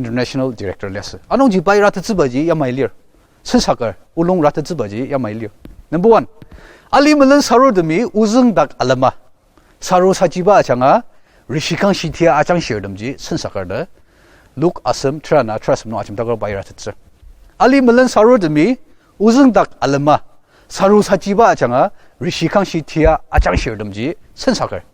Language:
Ao Naga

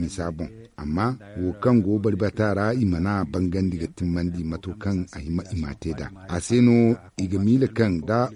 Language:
Zarma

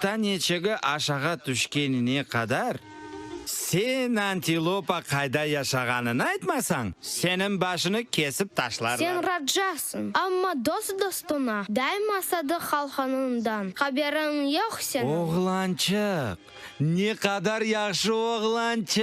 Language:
Crimean Tatar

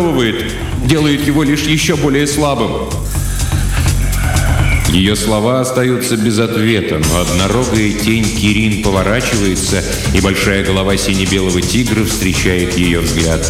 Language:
Russian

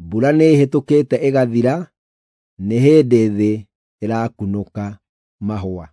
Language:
Kikuyu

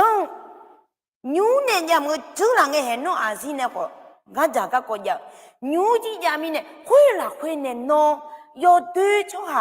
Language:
Akha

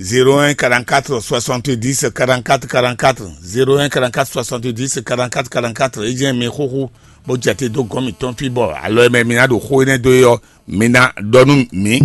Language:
Fon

